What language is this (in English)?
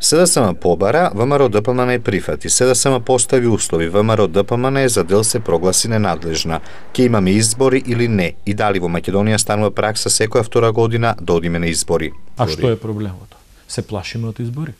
Macedonian